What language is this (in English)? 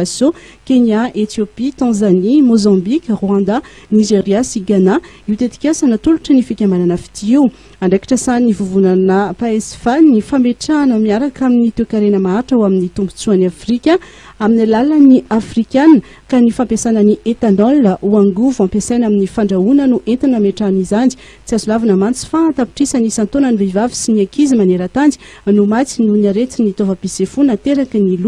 Malagasy